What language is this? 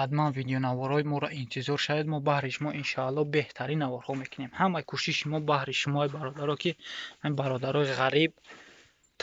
Tajik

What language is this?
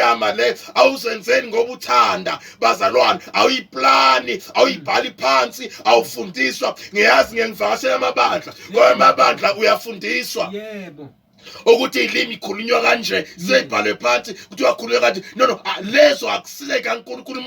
Zulu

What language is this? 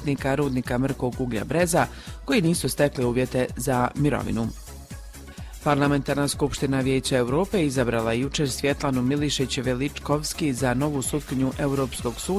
Croatian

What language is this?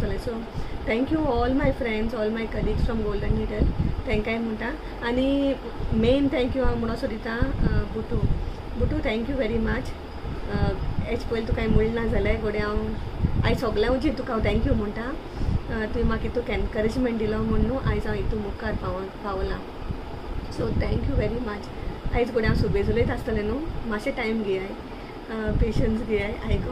Konkani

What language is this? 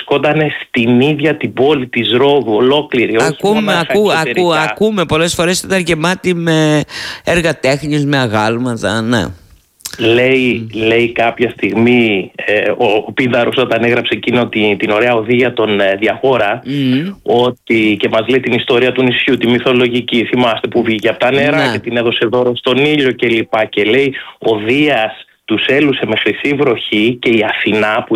Greek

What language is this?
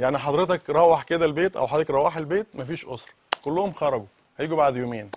Egyptian Arabic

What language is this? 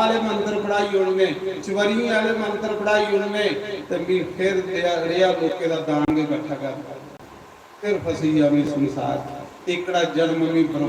Dogri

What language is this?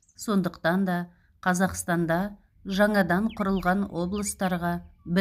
Kazakh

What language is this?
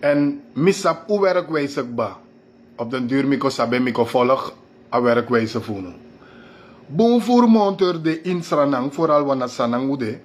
Sranan Tongo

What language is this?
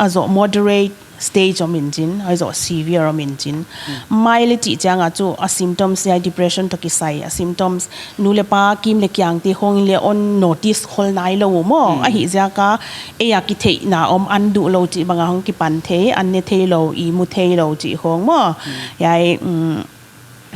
Paite Chin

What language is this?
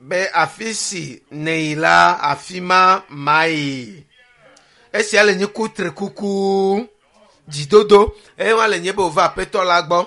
Ewe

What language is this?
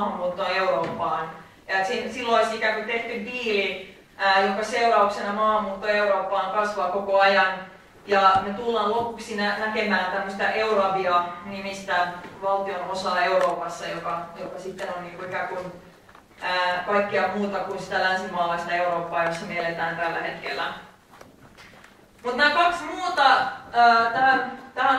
Finnish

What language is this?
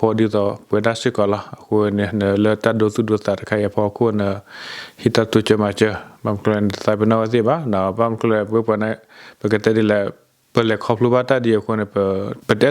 S'gaw Karen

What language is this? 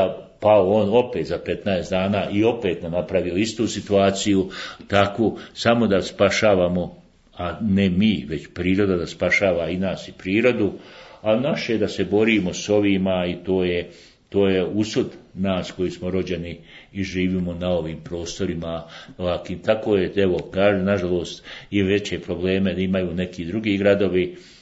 Bosnian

